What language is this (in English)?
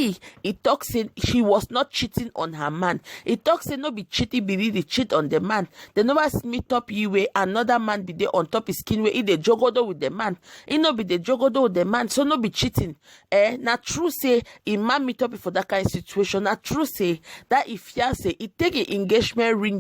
Nigerian Pidgin